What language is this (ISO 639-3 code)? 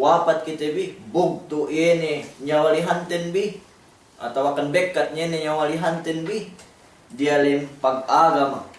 yka